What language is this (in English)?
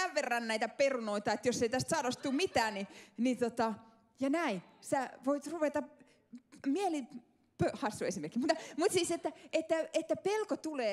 Finnish